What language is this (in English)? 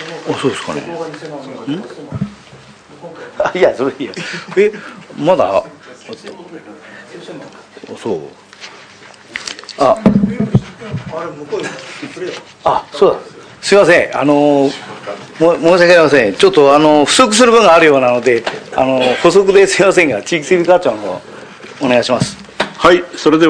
Japanese